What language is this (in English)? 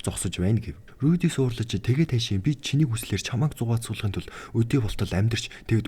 Mongolian